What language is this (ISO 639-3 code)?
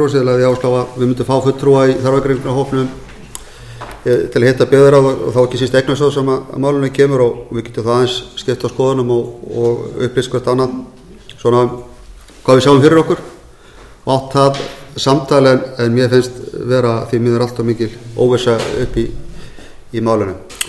isl